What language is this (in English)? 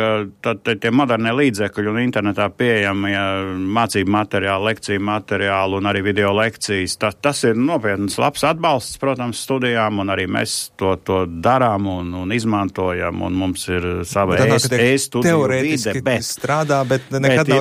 Latvian